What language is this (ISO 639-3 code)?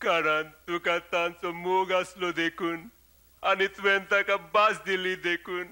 kok